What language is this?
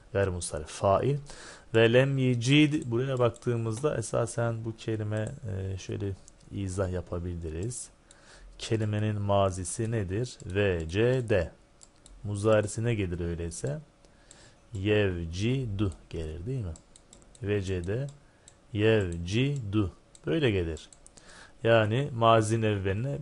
Turkish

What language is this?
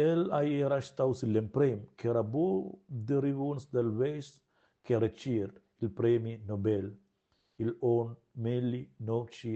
Romansh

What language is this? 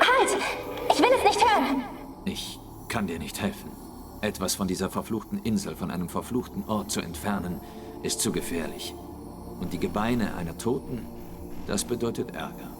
Swiss German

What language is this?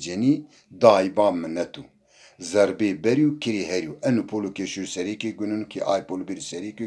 Zaza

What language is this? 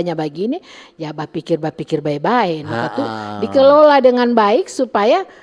Manado Malay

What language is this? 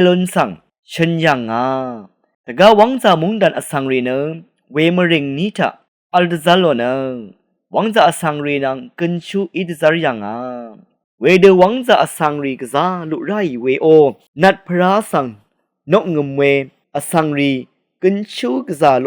Rawang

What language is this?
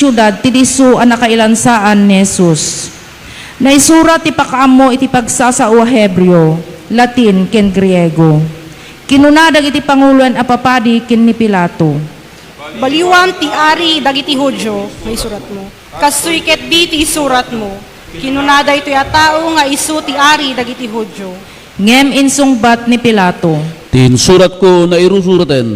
Iloko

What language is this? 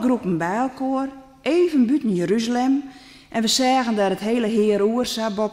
Western Frisian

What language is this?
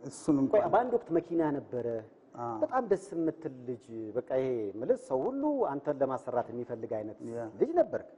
Amharic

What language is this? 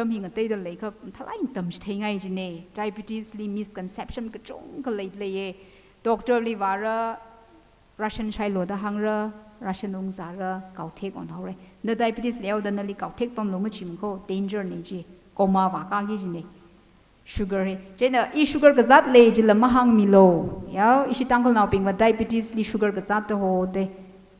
Tangkhul Naga (India)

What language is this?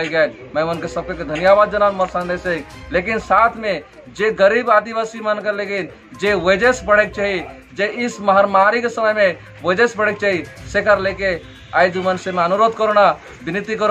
Sadri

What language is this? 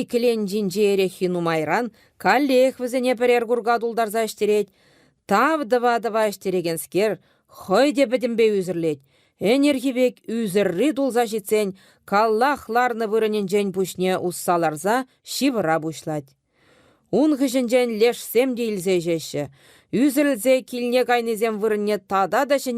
Chuvash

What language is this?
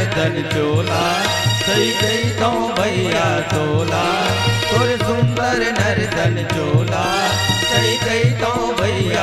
Chhattisgarhi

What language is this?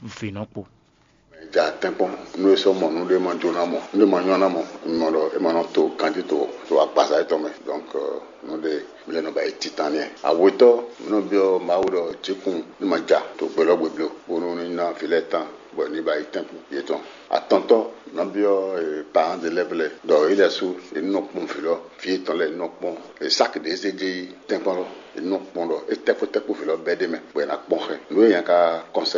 Fon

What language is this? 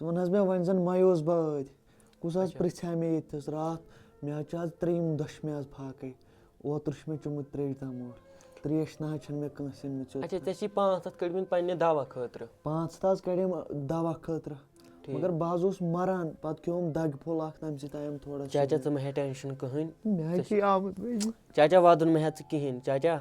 Kashmiri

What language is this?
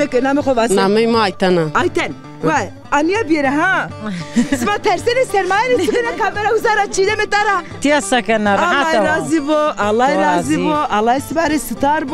Zaza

